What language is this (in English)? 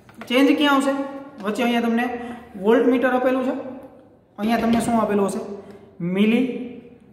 Gujarati